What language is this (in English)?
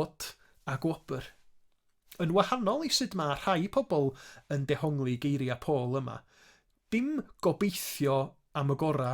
Welsh